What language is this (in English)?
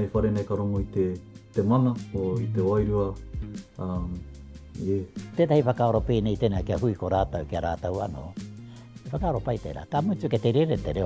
Māori